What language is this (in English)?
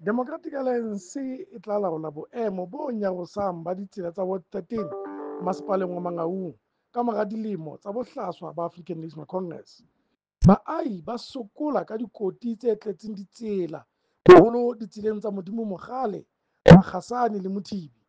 Southern Sotho